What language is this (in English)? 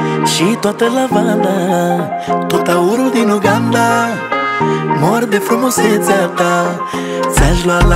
Romanian